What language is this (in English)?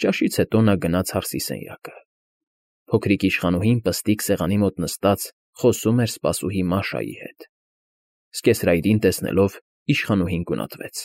Armenian